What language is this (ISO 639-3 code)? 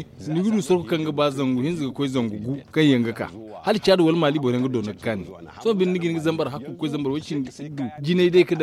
dje